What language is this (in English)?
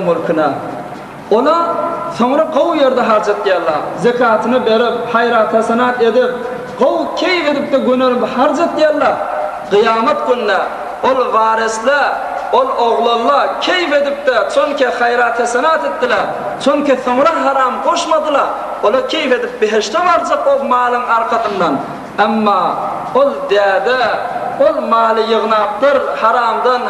Turkmen